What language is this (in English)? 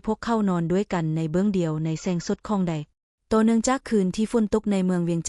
Lao